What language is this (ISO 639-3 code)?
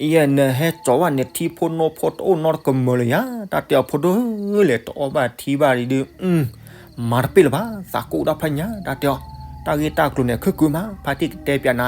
ksw